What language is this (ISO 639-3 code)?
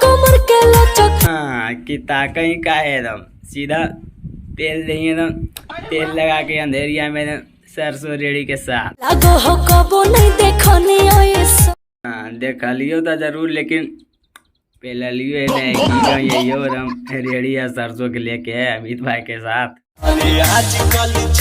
mag